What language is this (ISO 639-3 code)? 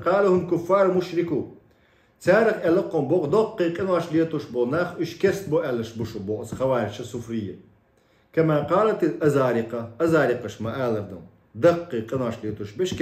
che